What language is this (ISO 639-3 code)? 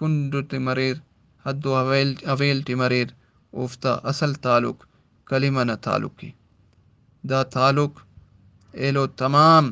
brh